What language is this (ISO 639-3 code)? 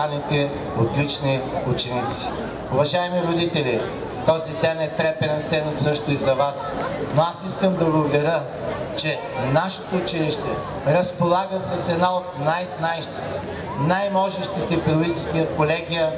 bul